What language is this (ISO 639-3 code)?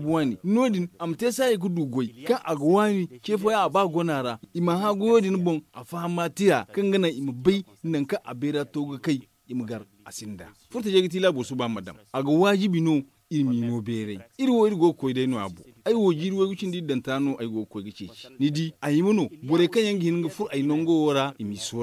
dje